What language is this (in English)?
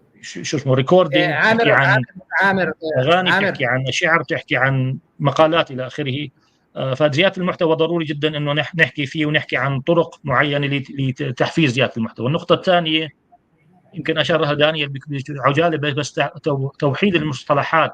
North Levantine Arabic